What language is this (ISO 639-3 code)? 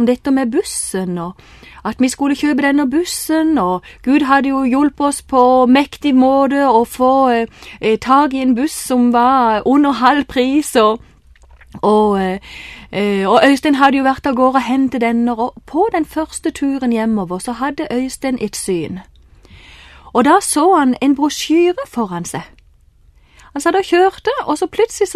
nor